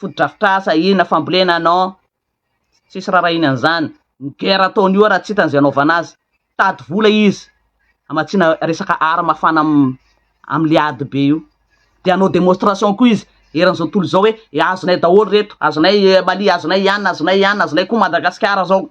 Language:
Malagasy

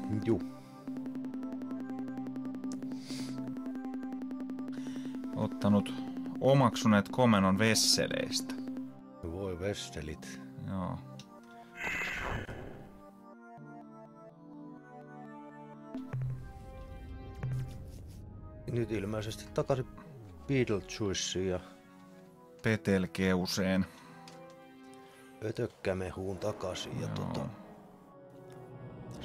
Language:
Finnish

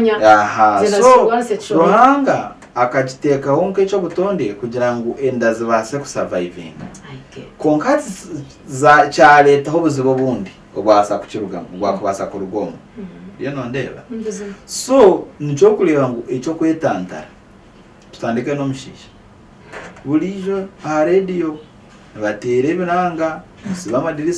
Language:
Nyankole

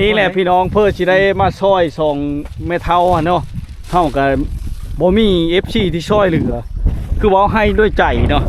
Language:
Lao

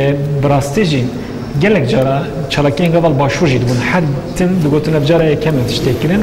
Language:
Kurdish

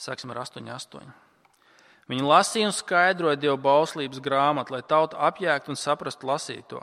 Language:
Latvian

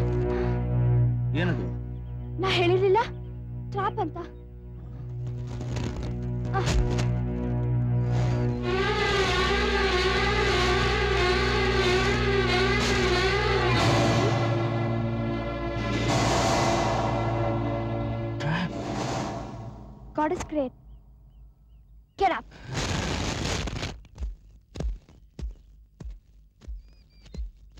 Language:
Kannada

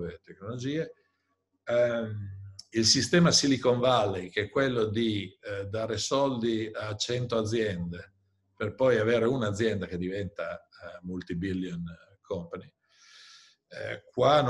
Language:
Italian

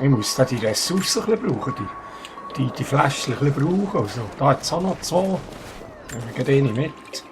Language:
Swiss German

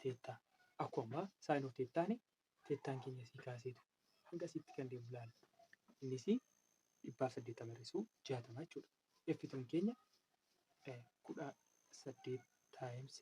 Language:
Oromo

